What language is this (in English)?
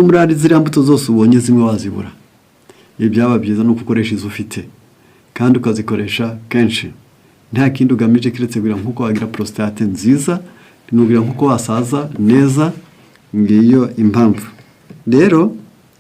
Kinyarwanda